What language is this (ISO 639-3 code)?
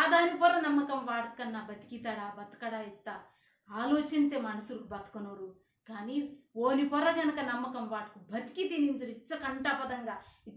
kff